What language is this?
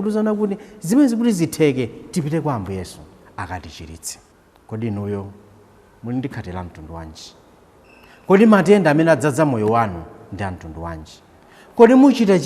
Nyanja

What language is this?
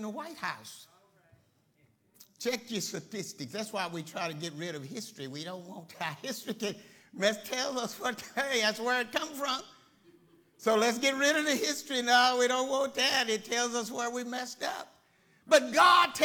English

